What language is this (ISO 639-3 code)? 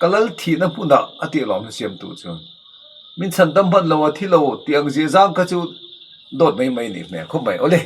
lus